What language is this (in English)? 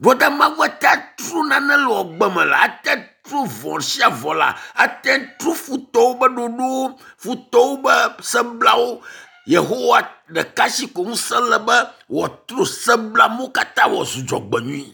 Ewe